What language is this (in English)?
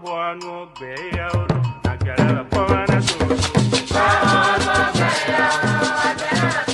Ewe